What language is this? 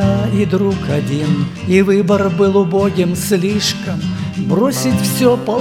Russian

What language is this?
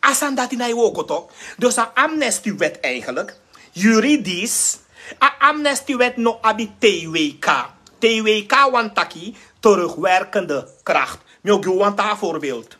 Sranan Tongo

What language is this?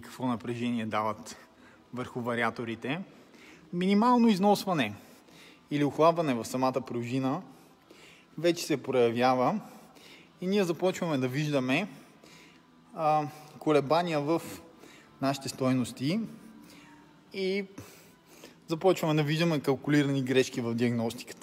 Bulgarian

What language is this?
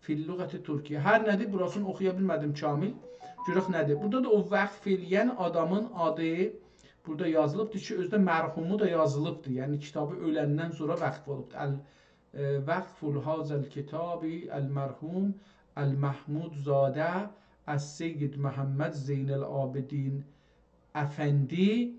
South Azerbaijani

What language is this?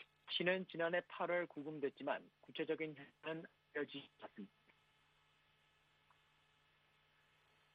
Korean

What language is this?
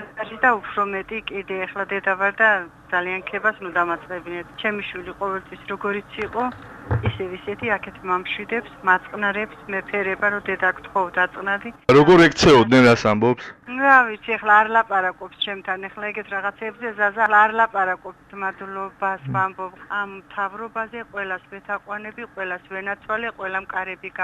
Georgian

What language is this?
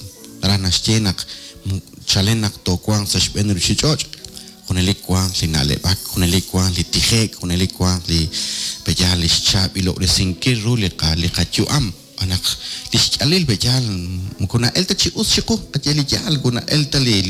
Kekchí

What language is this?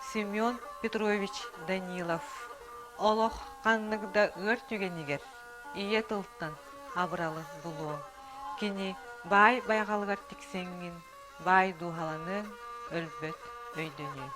Yakut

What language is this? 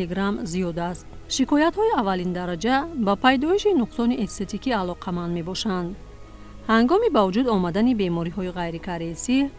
Tajik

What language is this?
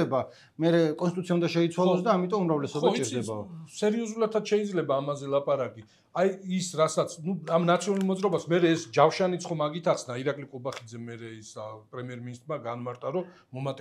Georgian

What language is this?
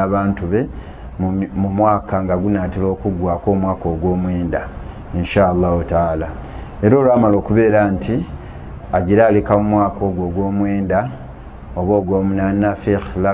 Ganda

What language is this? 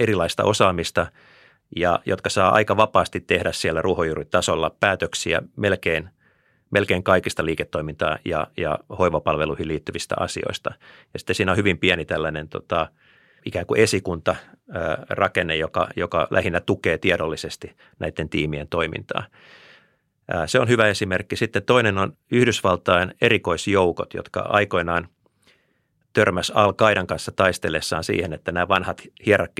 Finnish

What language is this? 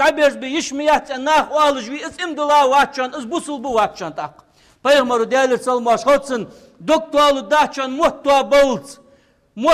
Ingush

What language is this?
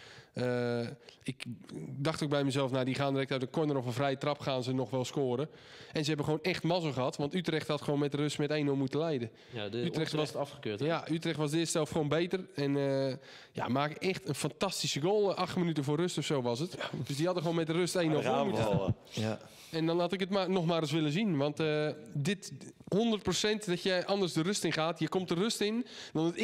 Dutch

